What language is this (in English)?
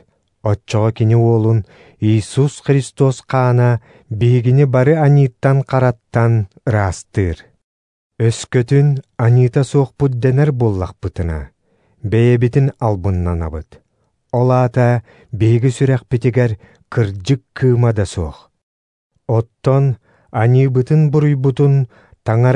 Yakut